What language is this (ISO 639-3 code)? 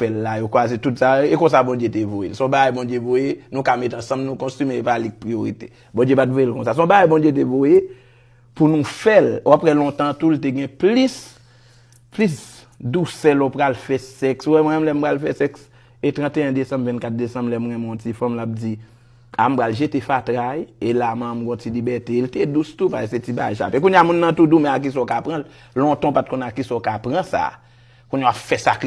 hat